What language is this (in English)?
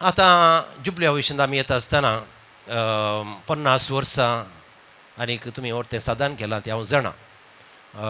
Konkani